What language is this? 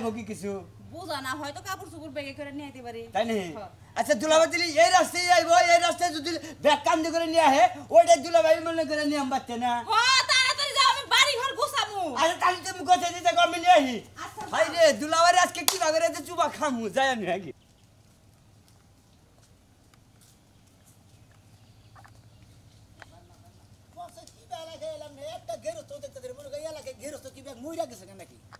Bangla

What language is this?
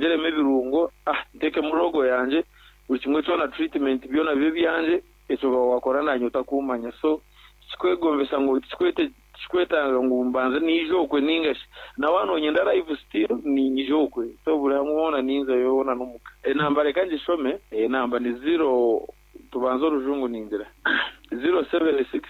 Nyankole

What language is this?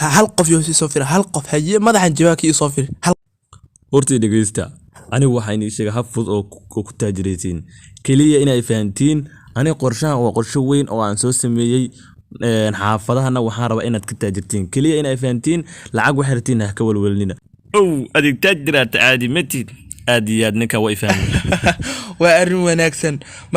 Somali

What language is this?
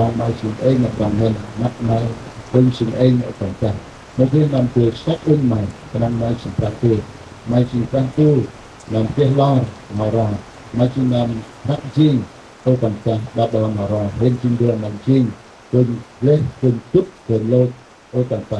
Central Mnong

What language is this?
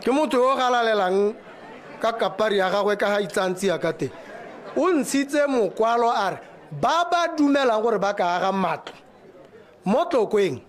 Tswana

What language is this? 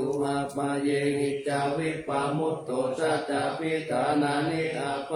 Pali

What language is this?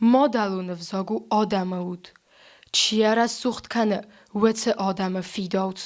Ossetic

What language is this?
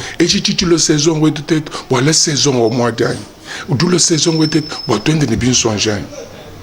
Luba-Lulua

